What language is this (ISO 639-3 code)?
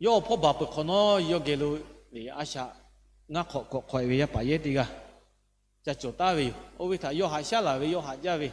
lhu